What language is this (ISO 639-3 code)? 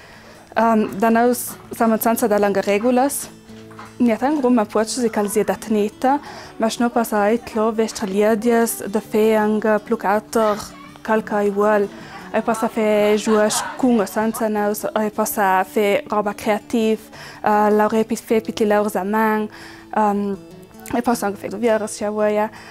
lld